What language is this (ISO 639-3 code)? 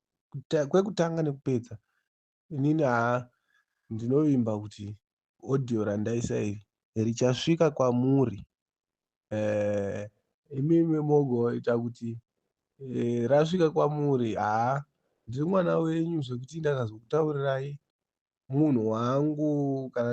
sna